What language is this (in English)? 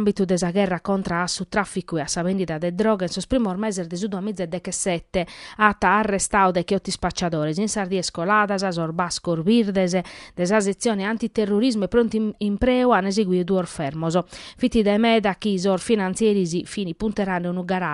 Sardinian